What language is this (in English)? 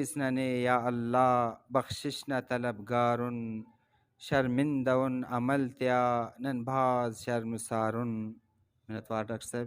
Brahui